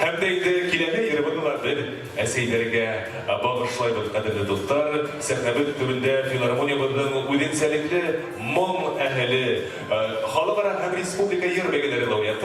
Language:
Bashkir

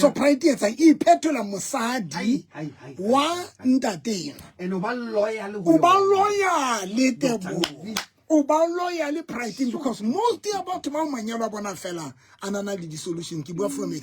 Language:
Southern Sotho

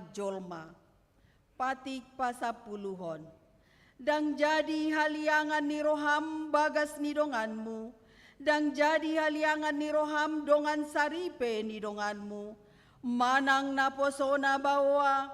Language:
Batak Toba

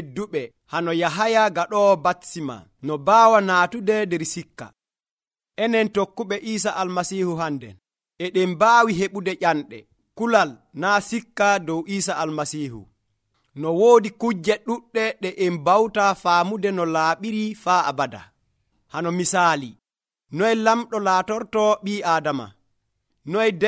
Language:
Nigerian Fulfulde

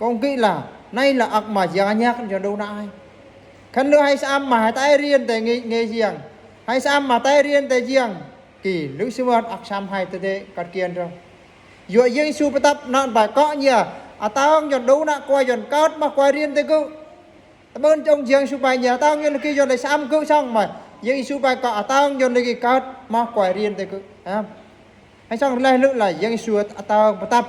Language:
Eastern Bru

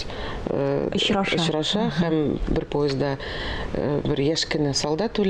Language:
Tatar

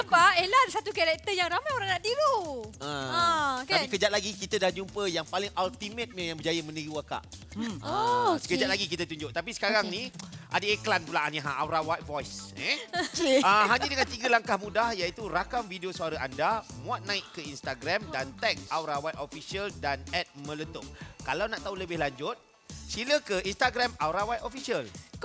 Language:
Malay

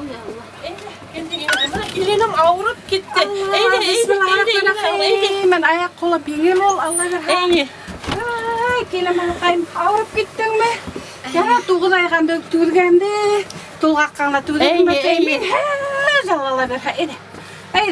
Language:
Bashkir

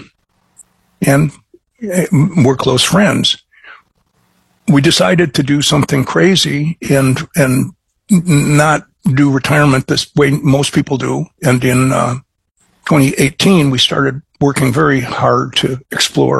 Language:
English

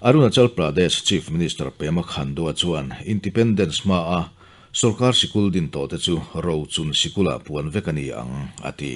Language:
Mizo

